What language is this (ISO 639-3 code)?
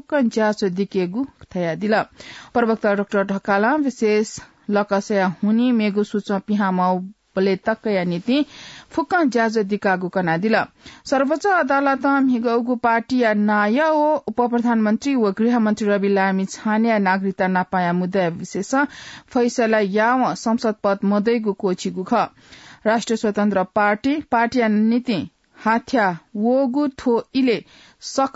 new